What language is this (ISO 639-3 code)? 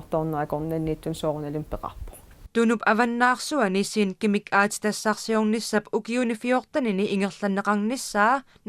kal